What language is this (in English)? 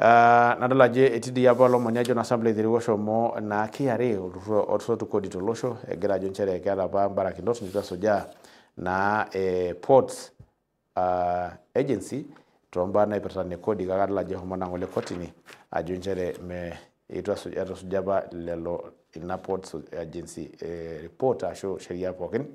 Masai